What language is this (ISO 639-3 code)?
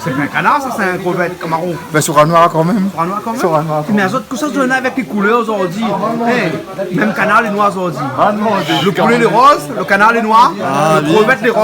rcf